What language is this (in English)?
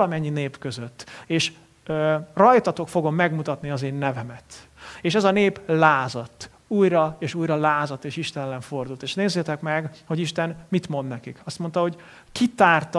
Hungarian